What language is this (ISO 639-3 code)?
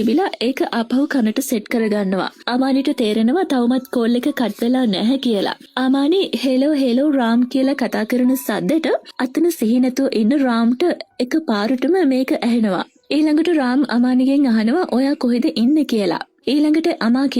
sin